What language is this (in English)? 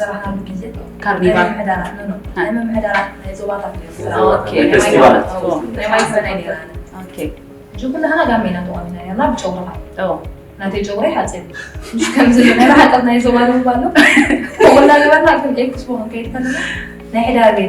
Tigrinya